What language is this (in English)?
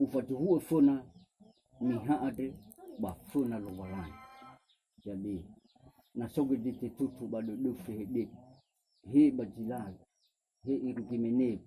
Nias